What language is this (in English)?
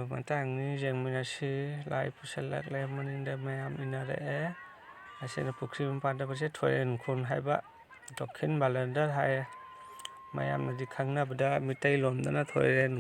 Manipuri